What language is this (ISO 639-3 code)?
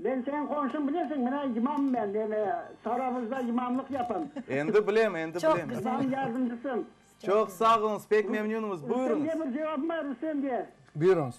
crh